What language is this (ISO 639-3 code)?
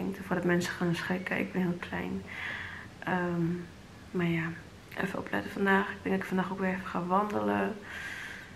nld